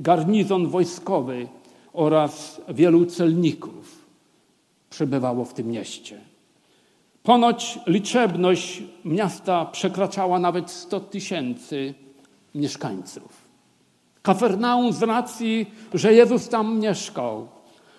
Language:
Polish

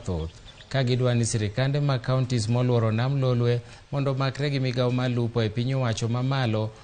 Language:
Luo (Kenya and Tanzania)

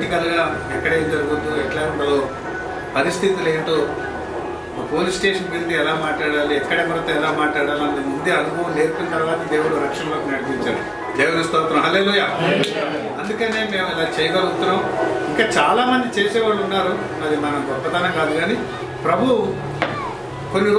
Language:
Telugu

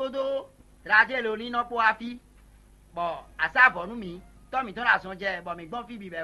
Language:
Fon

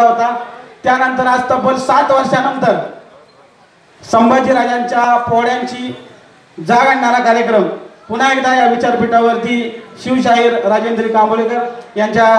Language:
Marathi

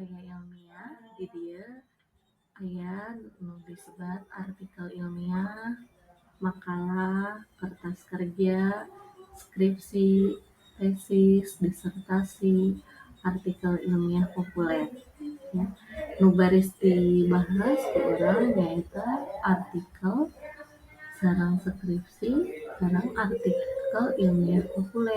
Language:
Sundanese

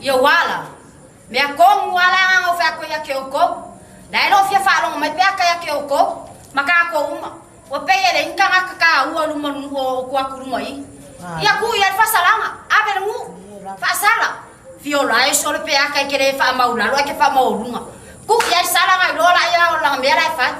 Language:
Samoan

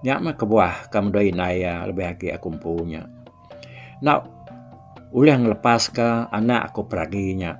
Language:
Iban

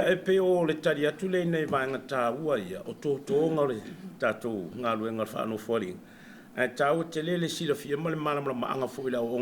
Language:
Samoan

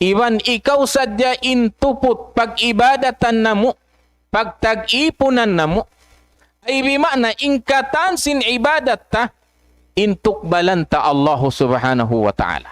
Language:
Tausug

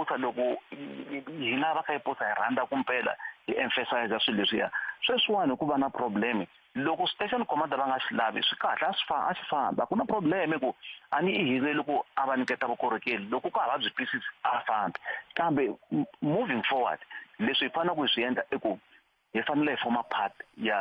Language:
Tsonga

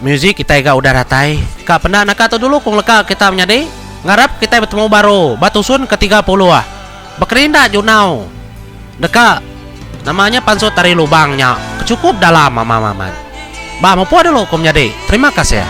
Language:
Iban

